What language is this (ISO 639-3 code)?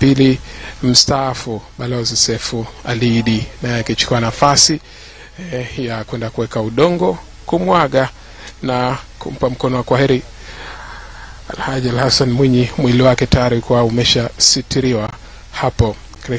swa